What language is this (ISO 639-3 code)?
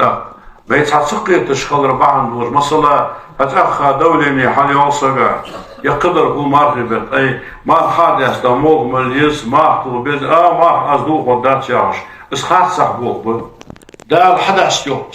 inh